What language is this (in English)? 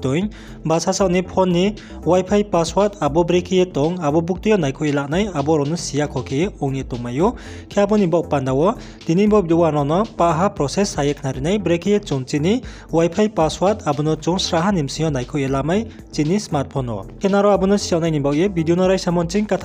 Riang (India)